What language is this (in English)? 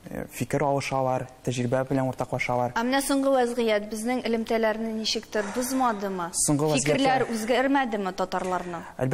Tatar